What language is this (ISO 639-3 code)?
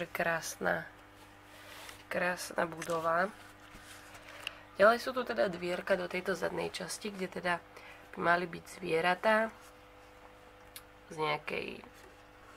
slk